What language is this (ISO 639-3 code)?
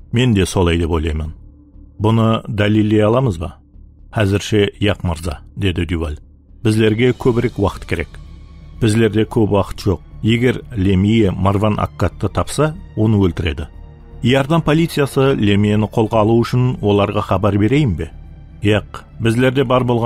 kaa